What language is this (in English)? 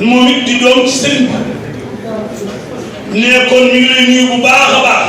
Wolof